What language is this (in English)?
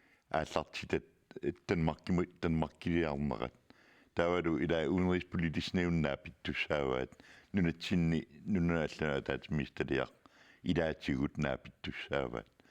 Kalaallisut